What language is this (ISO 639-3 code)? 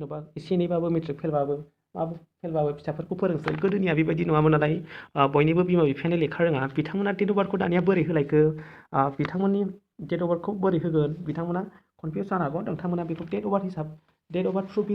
brx